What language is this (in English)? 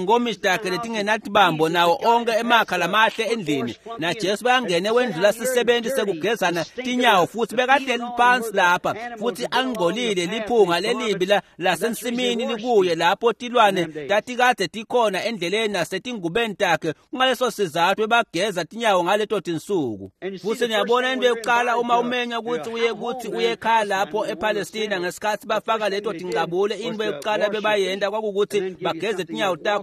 Swati